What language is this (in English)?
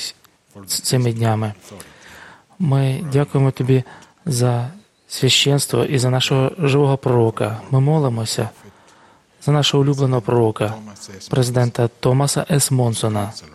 Ukrainian